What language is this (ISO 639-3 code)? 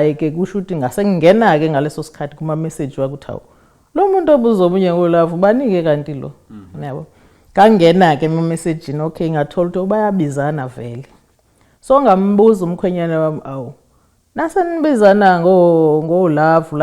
zul